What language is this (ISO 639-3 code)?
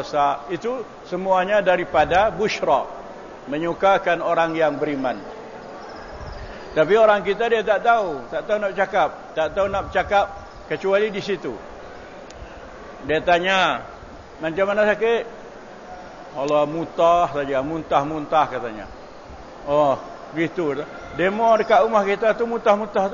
msa